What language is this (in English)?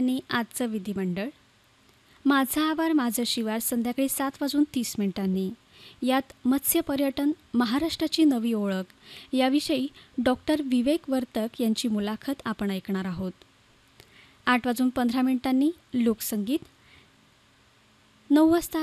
Marathi